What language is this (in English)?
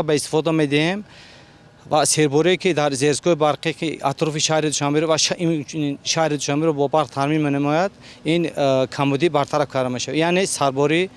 Tajik